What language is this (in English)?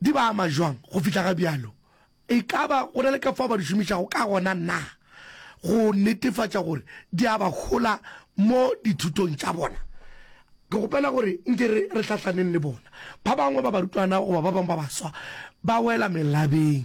Northern Sotho